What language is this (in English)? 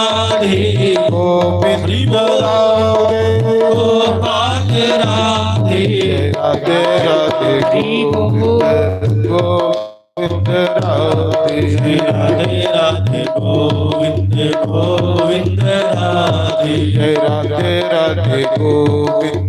Dogri